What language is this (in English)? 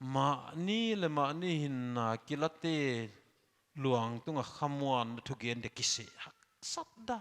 Paite Chin